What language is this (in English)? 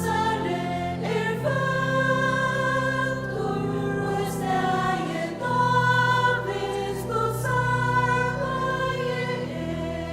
Faroese